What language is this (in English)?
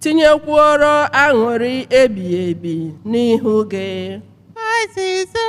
Igbo